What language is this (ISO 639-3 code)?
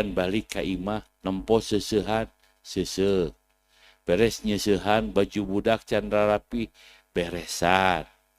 sun